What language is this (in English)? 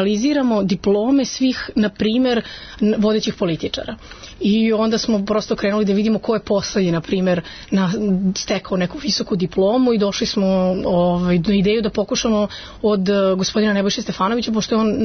Serbian